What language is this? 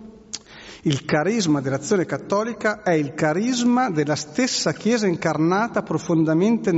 Italian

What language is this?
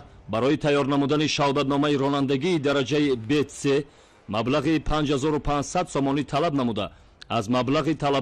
Tajik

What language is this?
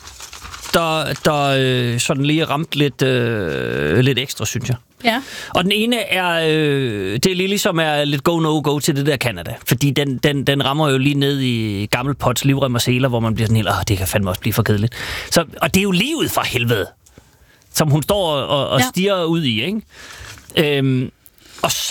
Danish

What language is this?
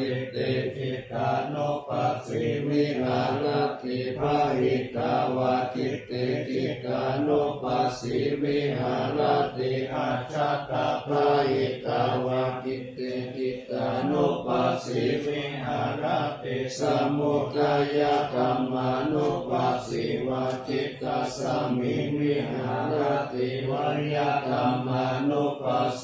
Pali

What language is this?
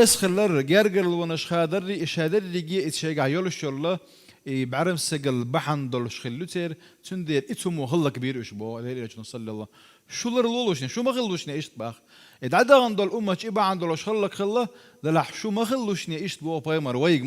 Chechen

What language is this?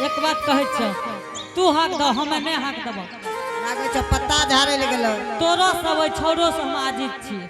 Angika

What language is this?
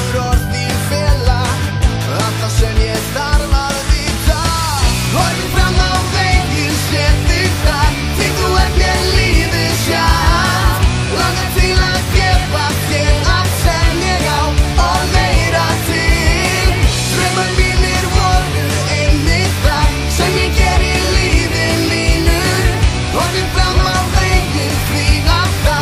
Icelandic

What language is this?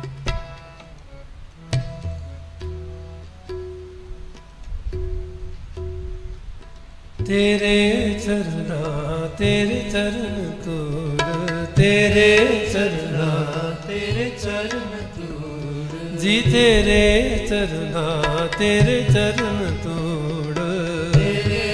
Punjabi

